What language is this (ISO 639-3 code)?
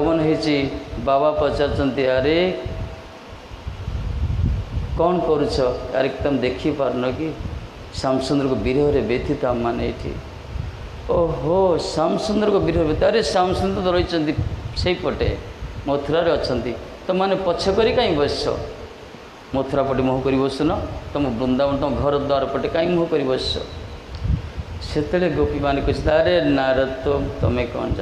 ori